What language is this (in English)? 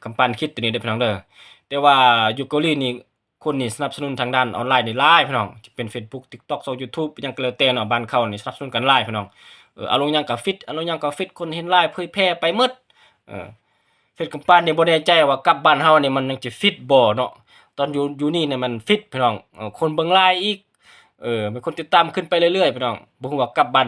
Lao